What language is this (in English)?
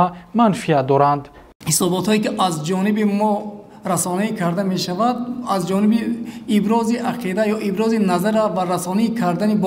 Tajik